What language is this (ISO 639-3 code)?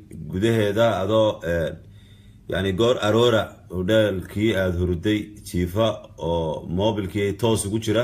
som